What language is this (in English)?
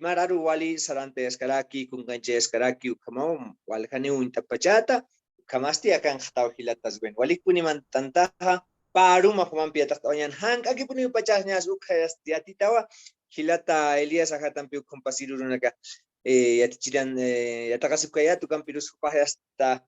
Aymara